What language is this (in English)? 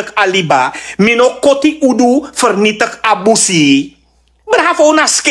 Sranan Tongo